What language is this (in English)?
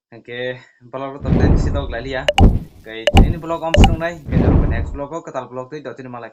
Kok Borok